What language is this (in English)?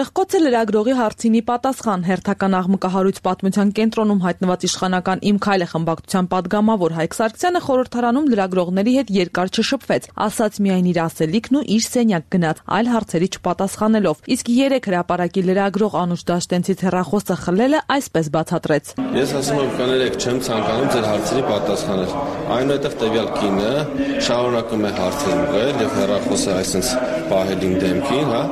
Armenian